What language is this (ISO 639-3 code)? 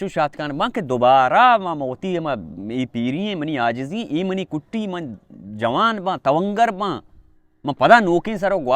bal